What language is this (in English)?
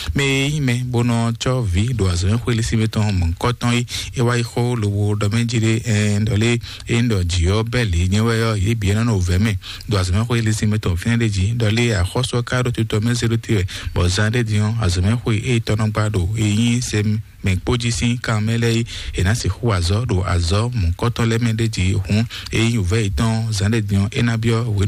Fon